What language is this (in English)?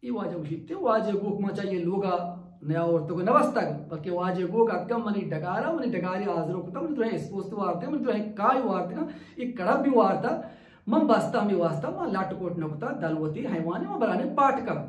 Baluchi